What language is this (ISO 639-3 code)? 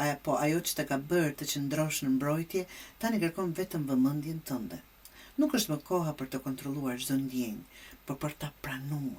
sqi